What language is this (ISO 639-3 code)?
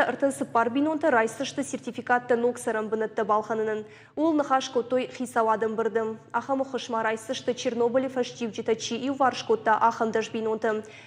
oss